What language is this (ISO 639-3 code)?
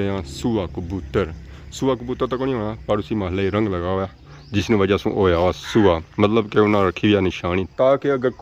phr